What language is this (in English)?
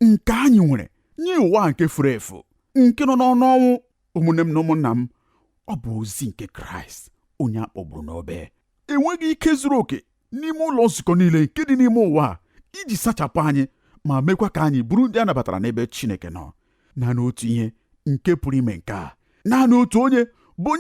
Igbo